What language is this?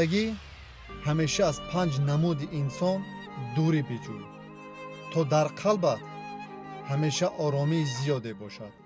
Tajik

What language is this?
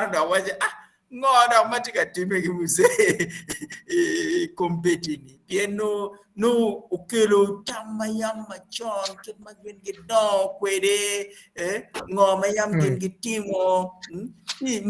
Acoli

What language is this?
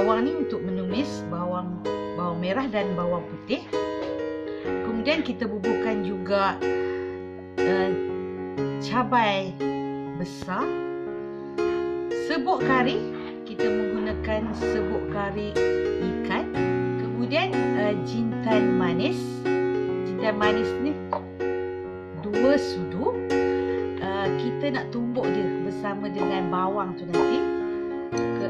Malay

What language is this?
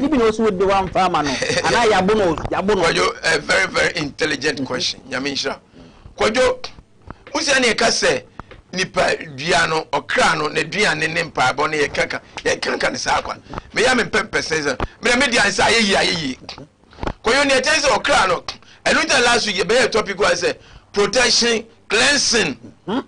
Akan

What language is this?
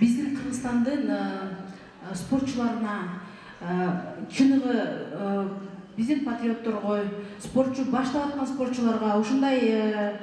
Kyrgyz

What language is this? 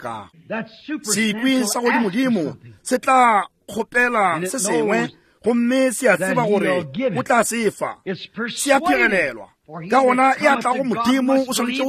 Northern Sotho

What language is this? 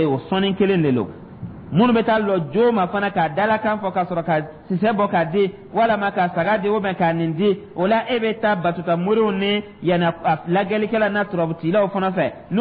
Dyula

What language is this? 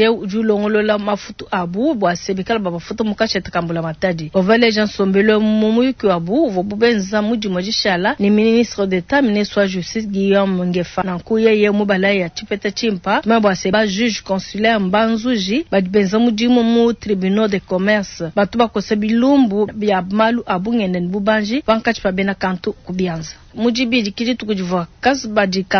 Luba-Lulua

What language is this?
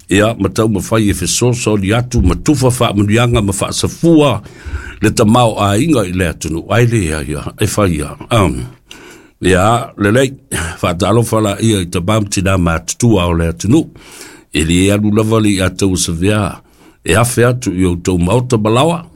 Samoan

